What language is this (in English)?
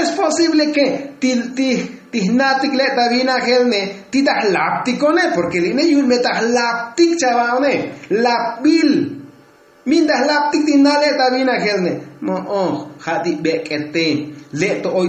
Tzotzil